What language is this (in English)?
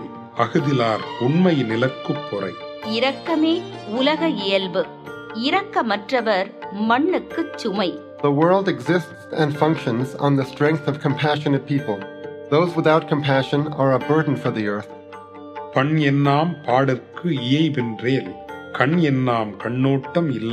Tamil